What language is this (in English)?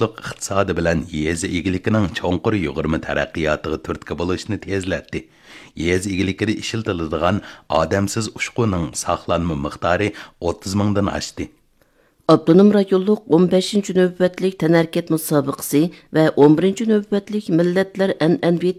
Uyghur